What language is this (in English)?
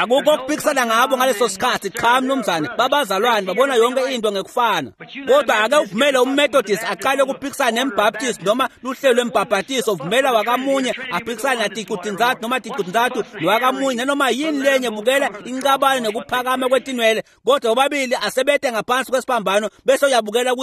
Swati